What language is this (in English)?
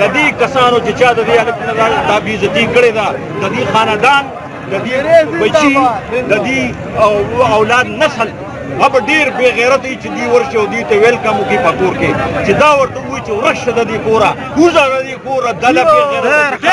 Pashto